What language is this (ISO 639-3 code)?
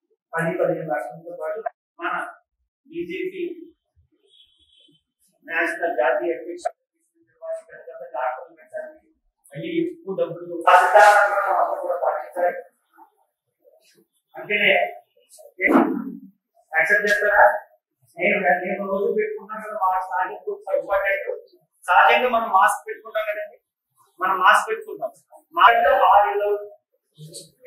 tel